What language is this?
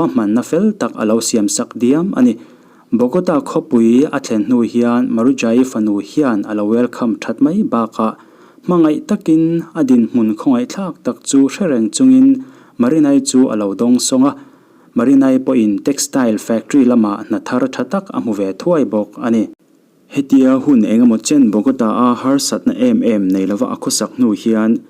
Mizo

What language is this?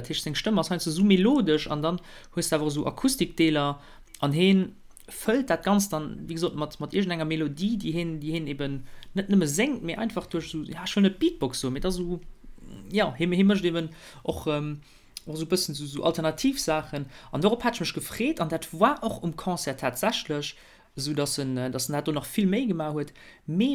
Luxembourgish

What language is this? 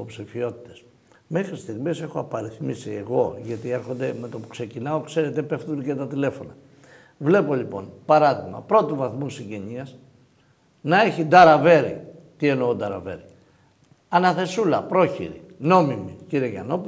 Greek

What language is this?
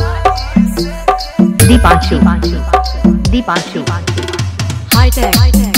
Bhojpuri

